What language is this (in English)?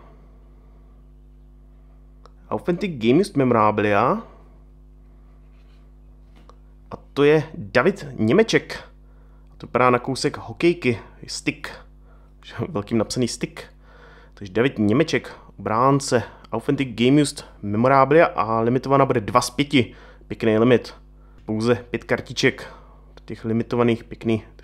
Czech